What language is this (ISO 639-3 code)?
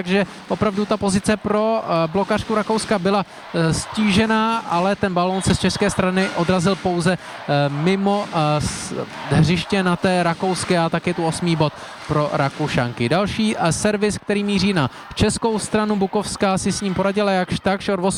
ces